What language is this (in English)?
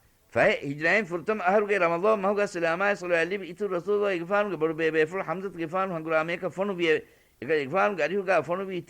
Divehi